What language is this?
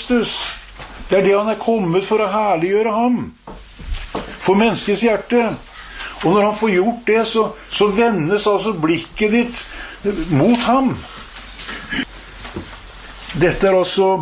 Norwegian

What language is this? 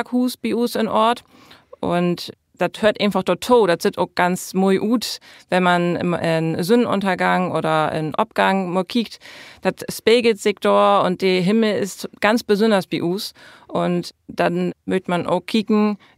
Low German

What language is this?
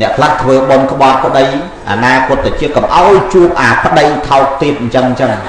Khmer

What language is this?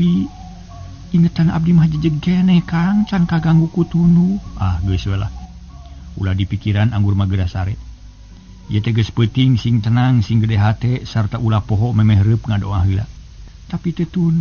Sundanese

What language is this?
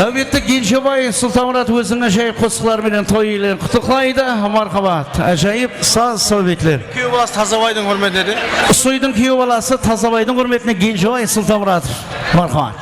Kara-Kalpak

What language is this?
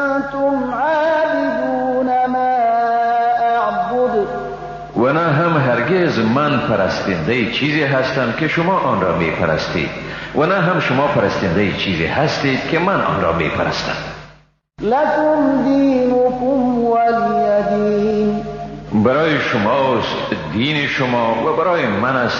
Persian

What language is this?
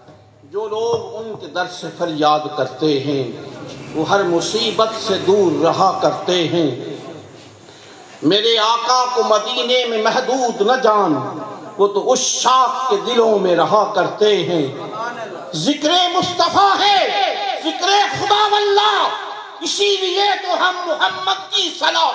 Urdu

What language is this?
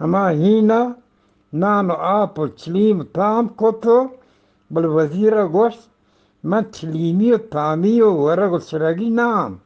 Eastern Balochi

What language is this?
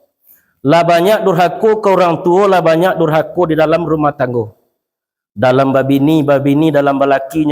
Minangkabau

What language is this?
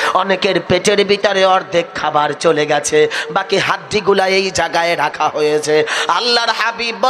Bangla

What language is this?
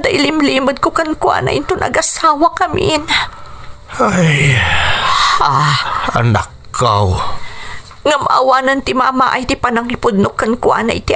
Iloko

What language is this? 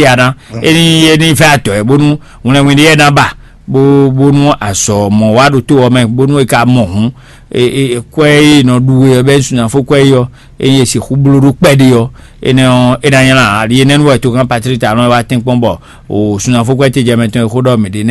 Fon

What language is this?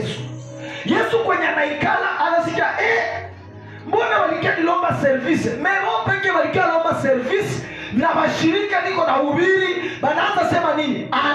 Swahili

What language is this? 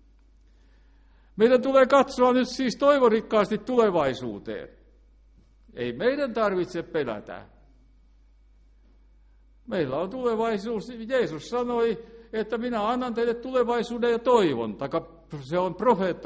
Finnish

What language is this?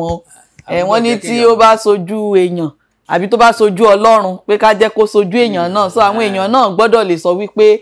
Yoruba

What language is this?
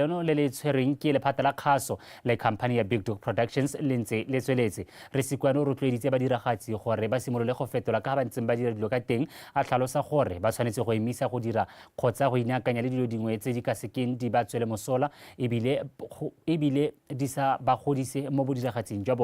Tswana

